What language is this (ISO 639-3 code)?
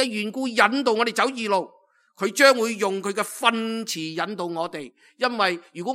yue